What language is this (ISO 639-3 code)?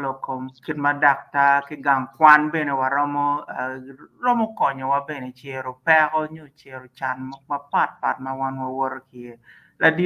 ach